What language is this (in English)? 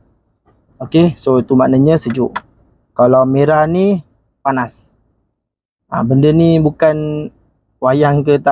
Malay